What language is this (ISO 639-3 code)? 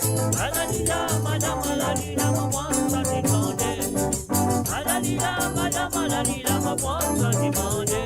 mfe